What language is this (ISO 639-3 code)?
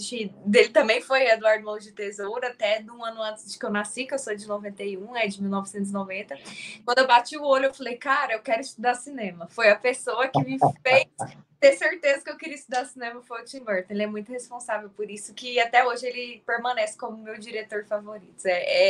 por